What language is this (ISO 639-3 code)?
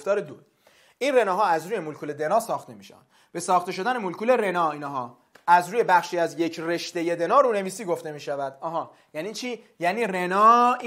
fas